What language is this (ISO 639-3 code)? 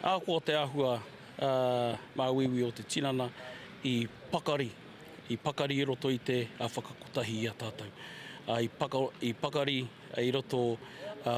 mri